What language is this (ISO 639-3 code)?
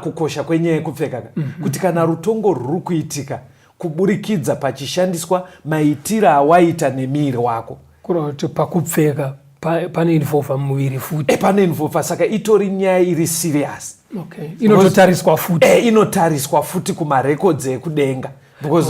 sna